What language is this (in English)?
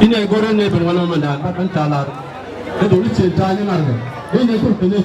Nuer